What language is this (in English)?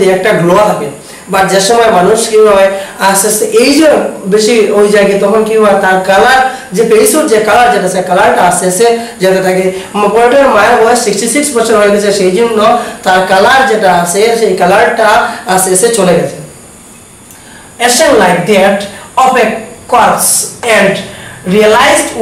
Bangla